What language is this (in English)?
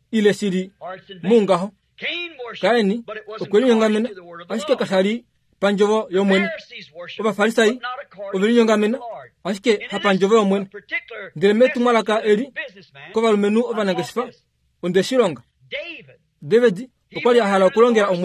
Kuanyama